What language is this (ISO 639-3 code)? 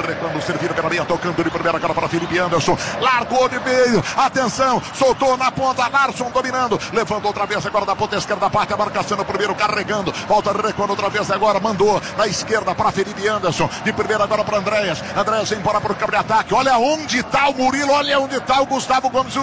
por